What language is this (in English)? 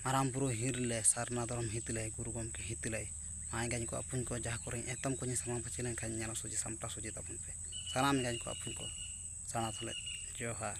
Santali